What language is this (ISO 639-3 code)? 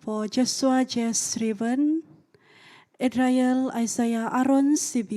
dtp